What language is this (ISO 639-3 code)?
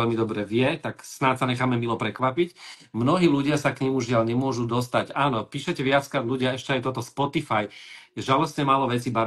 slk